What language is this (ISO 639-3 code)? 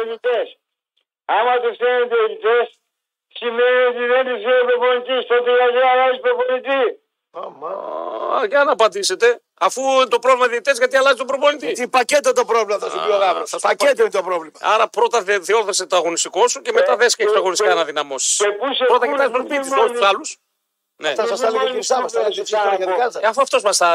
ell